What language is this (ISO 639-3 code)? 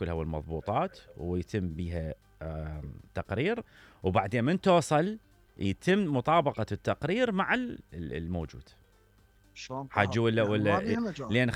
acm